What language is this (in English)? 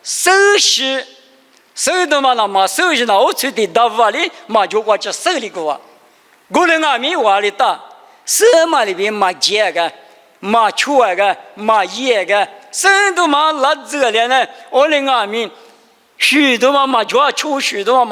Lisu